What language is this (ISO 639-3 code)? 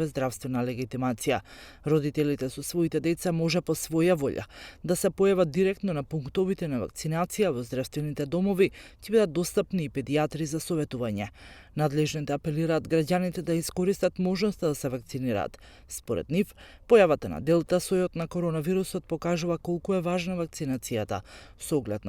mkd